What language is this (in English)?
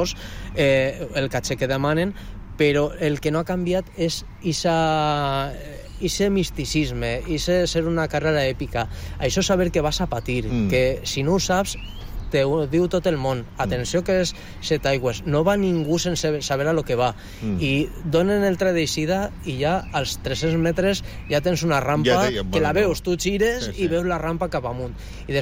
Catalan